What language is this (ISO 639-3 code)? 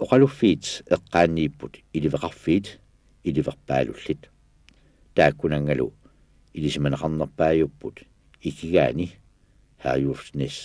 kal